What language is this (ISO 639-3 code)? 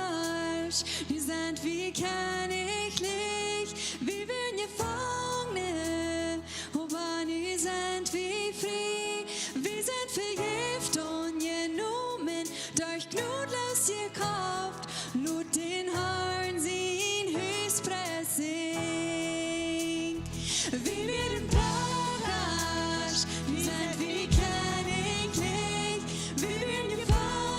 pdt